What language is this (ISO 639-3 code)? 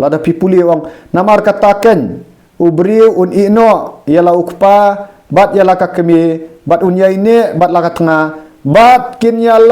kha